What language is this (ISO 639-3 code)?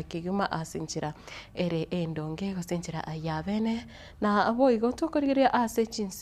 guz